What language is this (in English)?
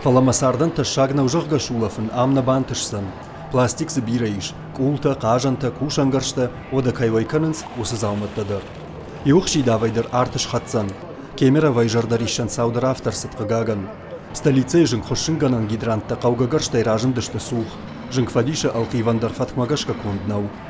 Ossetic